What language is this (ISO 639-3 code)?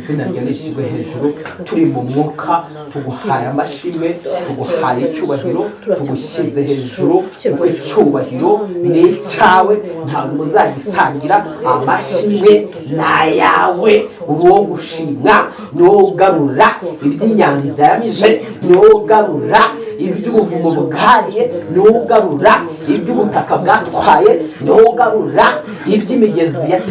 kin